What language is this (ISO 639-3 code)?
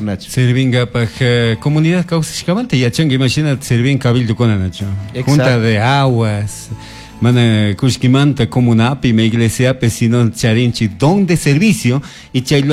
qug